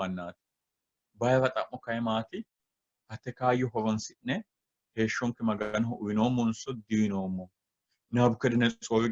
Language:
Sidamo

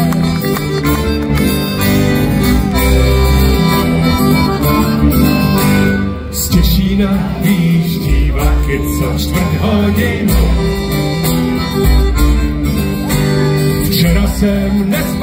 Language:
Czech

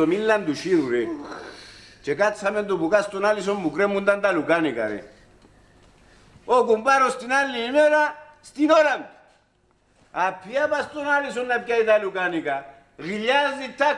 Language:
Greek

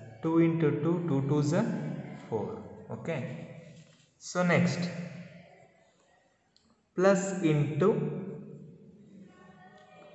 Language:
Kannada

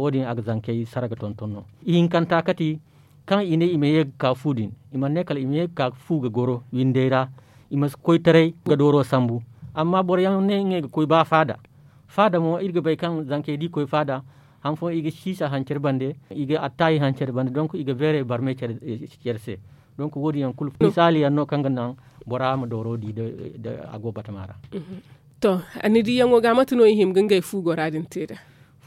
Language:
Zarma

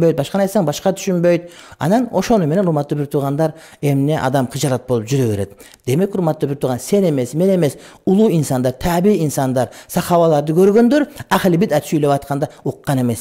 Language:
Kyrgyz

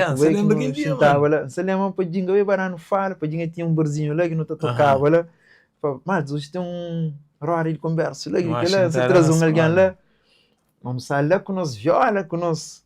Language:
Kabuverdianu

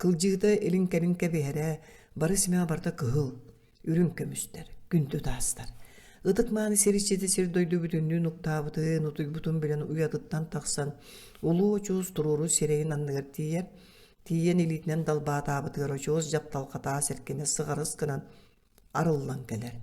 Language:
Yakut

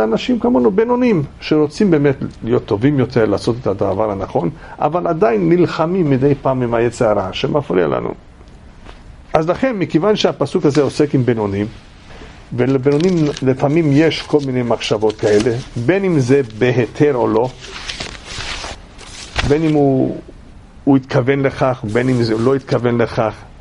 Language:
Hebrew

